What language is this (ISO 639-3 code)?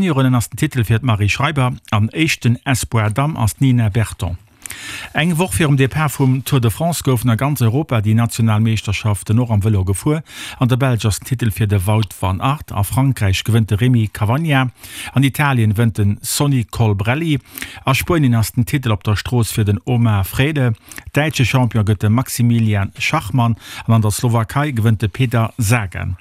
ltz